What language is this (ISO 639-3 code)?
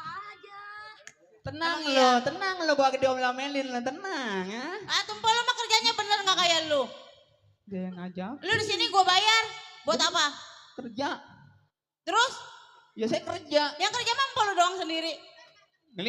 bew